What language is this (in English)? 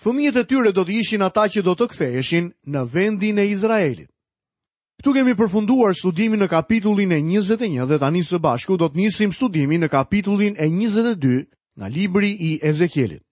Albanian